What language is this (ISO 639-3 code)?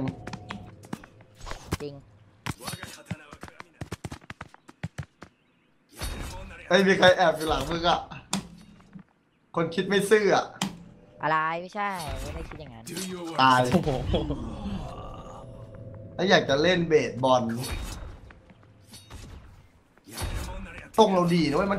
tha